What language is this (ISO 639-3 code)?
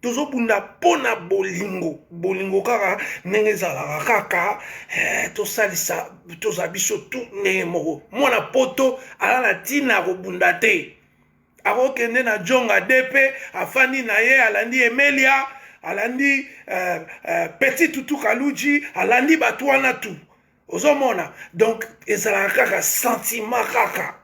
lin